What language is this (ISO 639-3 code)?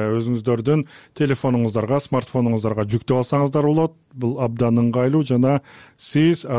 kir